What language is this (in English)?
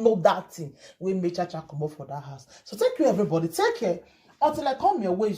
Nigerian Pidgin